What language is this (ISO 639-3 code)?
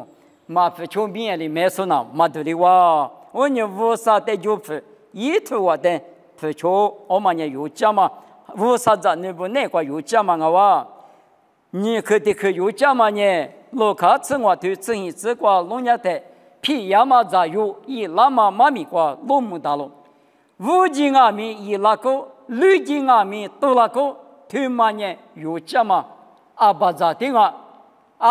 lis